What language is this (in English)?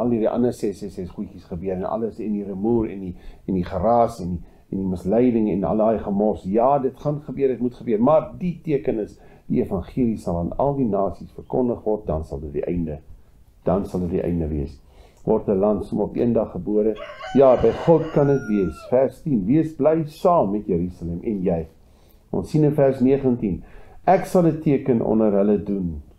Afrikaans